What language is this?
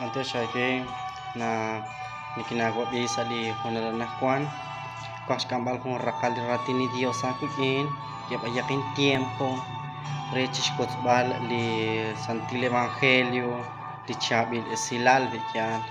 Kekchí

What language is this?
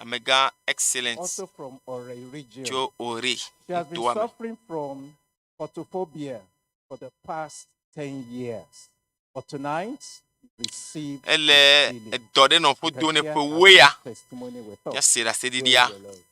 Ewe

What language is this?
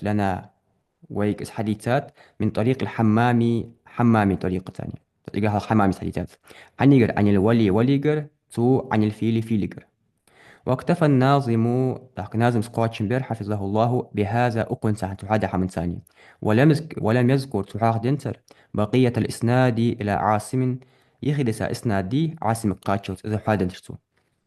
Ingush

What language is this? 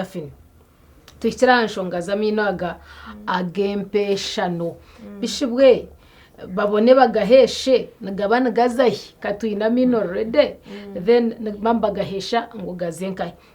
Nyankole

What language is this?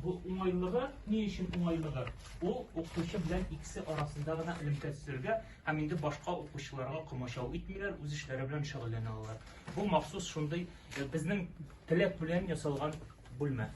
Tatar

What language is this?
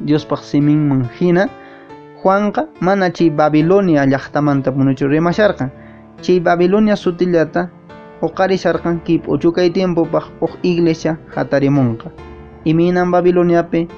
Quechua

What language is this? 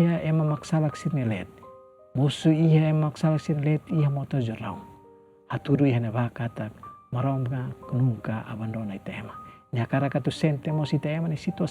Tetum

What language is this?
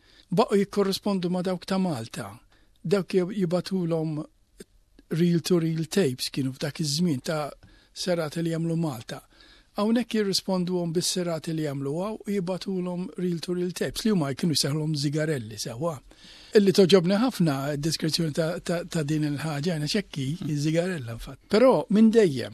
Maltese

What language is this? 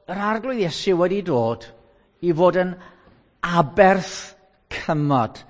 Welsh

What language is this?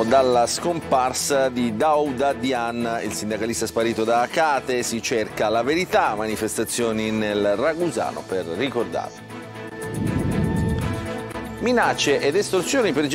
Italian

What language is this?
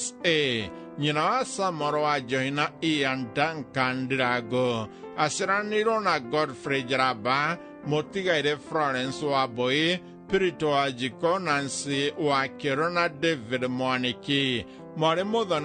Kikuyu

